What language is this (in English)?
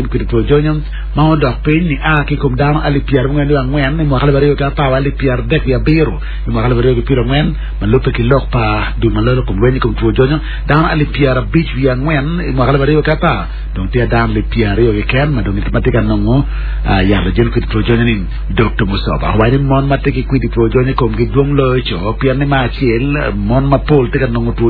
Acoli